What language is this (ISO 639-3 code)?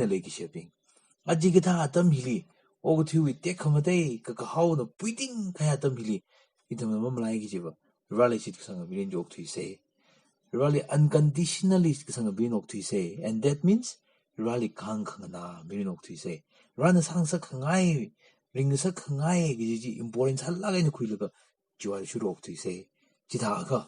nmf